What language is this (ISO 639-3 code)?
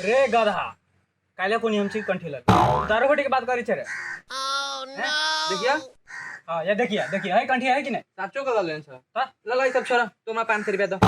mai